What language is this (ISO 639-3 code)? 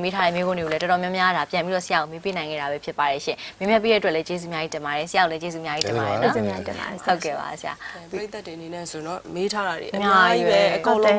mya